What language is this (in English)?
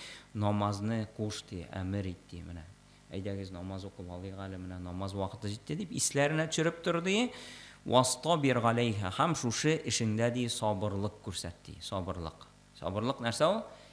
Tatar